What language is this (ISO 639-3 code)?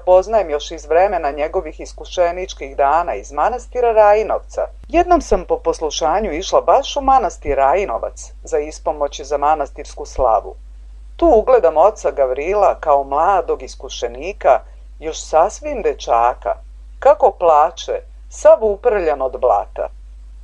srp